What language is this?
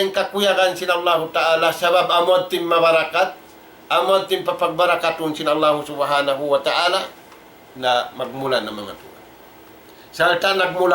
Tausug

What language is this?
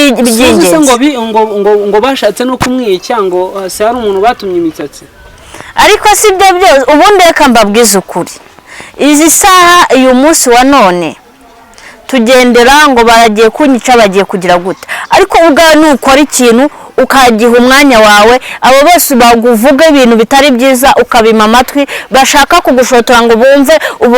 Kinyarwanda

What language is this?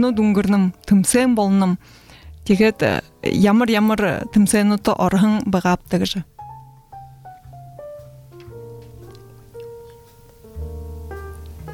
Buriat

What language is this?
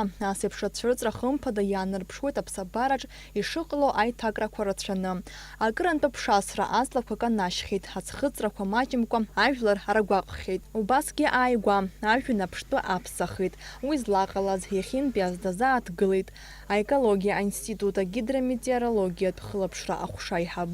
Abkhazian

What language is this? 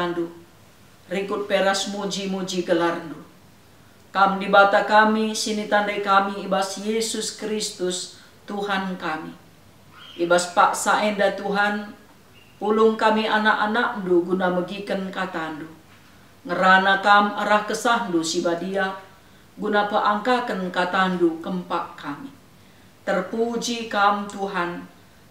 Batak Karo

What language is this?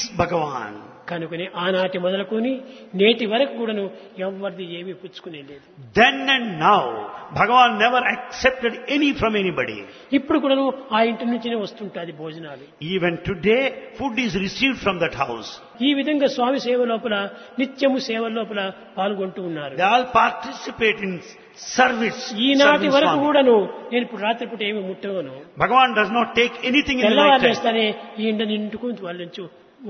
Telugu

